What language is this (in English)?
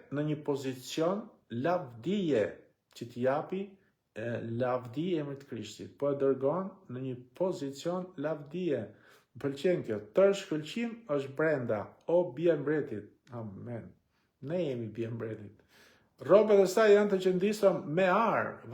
Albanian